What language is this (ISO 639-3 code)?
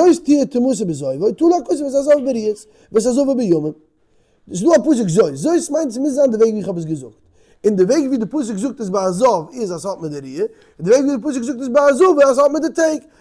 yid